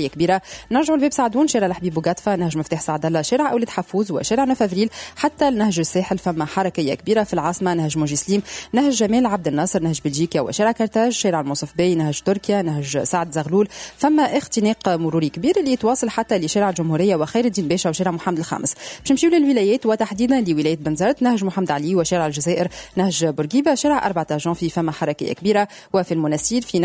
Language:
Tunisian Arabic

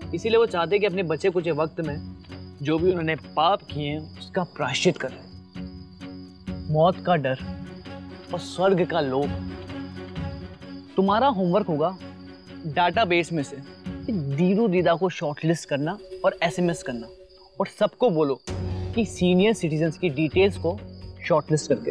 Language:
Hindi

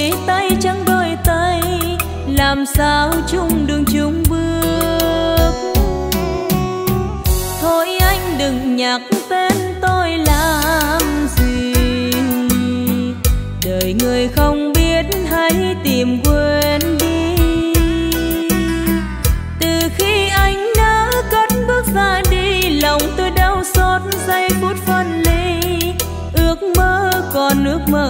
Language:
Vietnamese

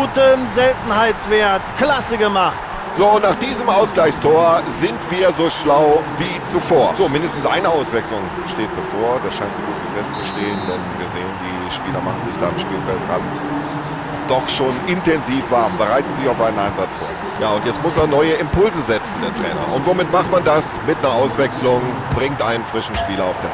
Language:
Bavarian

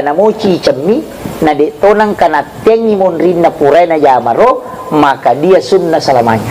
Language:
Buginese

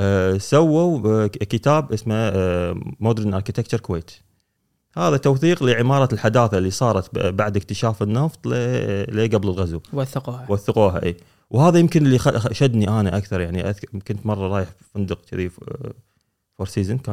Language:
Gulf Arabic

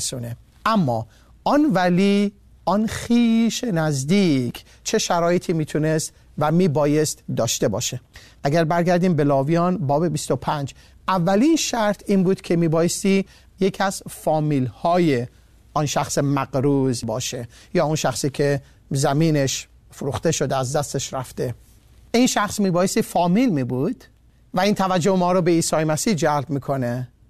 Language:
Persian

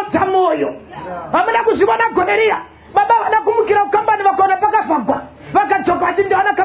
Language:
Shona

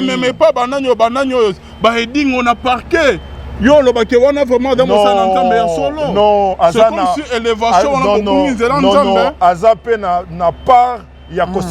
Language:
Lingala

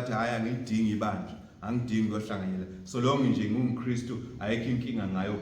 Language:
Zulu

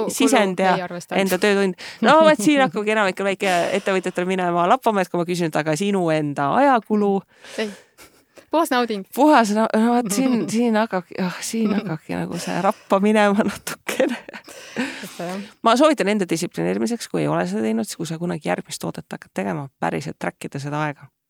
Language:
Estonian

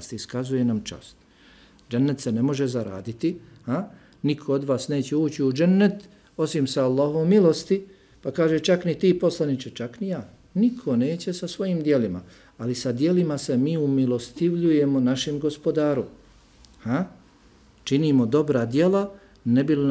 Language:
Bosnian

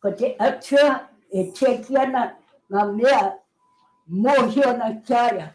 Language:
Māori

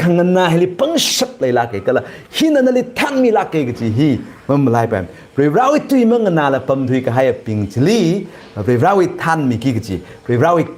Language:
Tangkhul Naga (India)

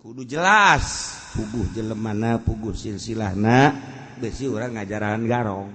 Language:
Sundanese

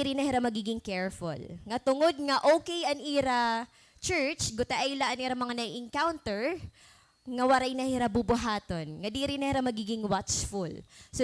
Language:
Waray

